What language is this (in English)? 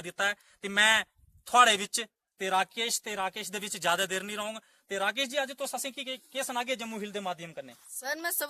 Dogri